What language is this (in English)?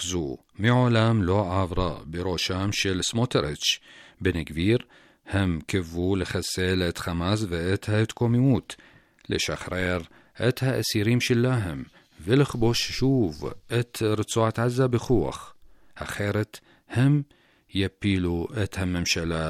Hebrew